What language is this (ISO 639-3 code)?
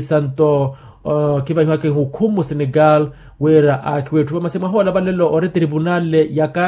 vmw